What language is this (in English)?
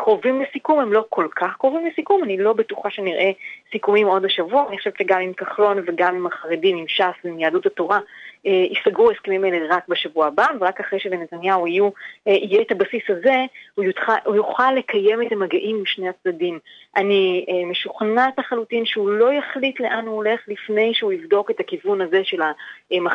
Hebrew